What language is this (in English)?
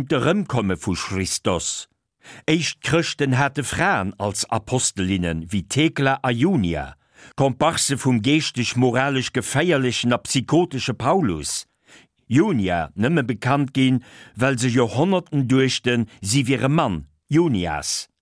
Luxembourgish